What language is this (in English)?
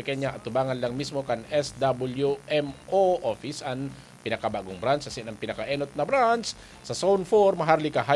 Bikol